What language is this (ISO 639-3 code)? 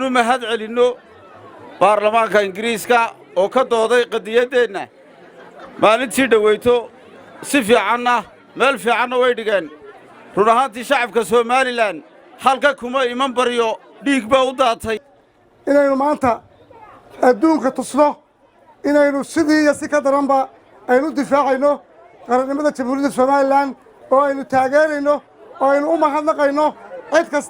som